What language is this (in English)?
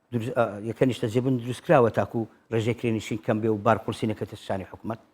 Central Kurdish